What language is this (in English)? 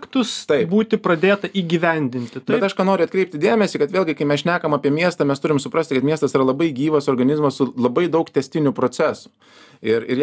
Lithuanian